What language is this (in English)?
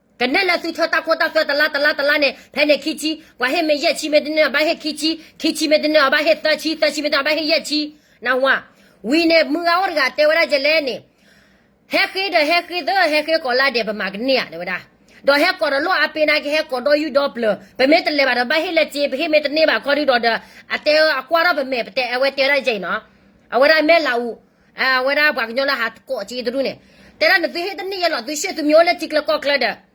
S'gaw Karen